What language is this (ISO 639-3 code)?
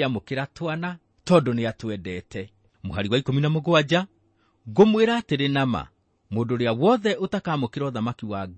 kik